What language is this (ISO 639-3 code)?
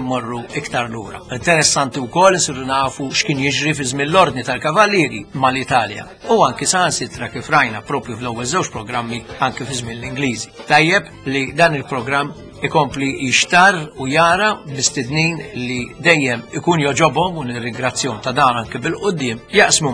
mlt